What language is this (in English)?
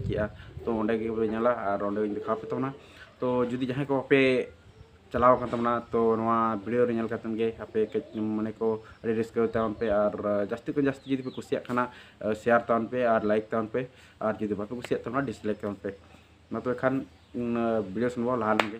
Santali